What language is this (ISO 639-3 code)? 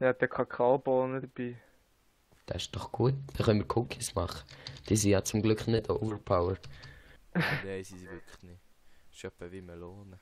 gsw